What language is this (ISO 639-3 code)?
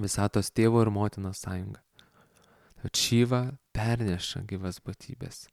lit